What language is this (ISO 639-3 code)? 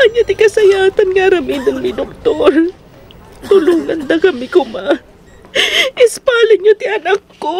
ilo